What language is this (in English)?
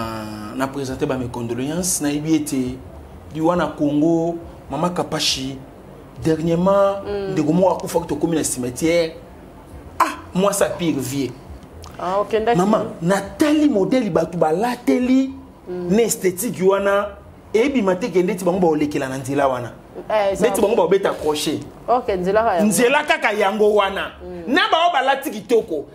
Lingala